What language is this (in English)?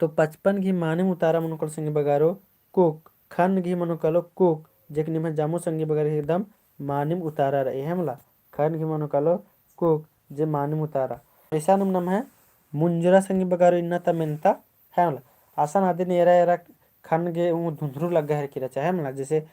Kurukh